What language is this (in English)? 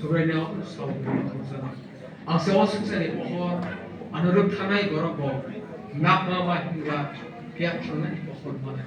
Kok Borok